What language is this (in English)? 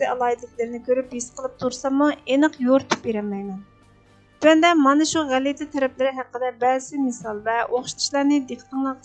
Uyghur